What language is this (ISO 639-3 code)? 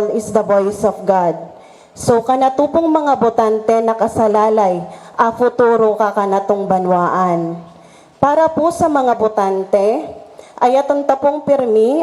bik